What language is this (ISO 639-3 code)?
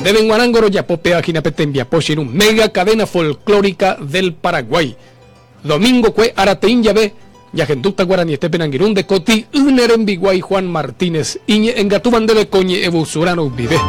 grn